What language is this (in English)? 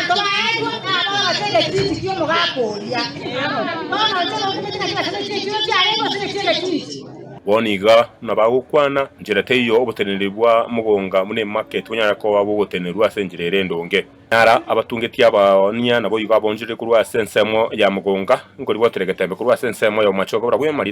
Gusii